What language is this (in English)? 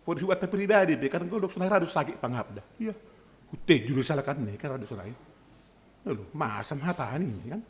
Batak Simalungun